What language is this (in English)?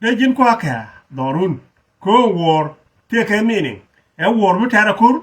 Nuer